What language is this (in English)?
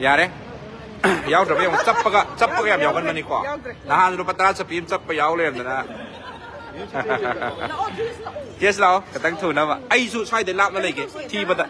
Manipuri